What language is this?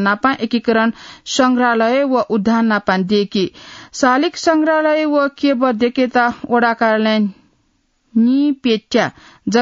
Newari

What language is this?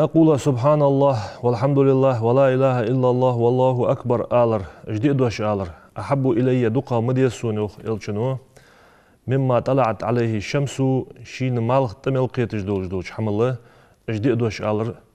Ingush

